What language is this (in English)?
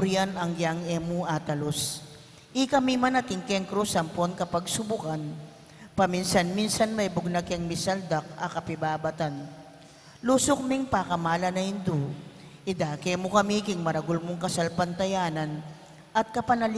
Pampanga